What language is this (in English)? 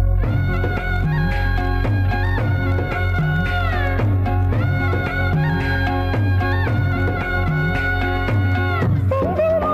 Tamil